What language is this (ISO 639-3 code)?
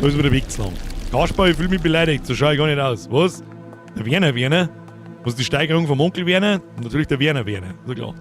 bar